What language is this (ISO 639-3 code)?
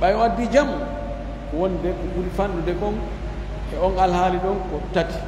ful